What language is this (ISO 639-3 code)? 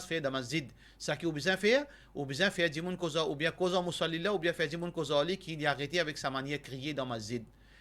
mfe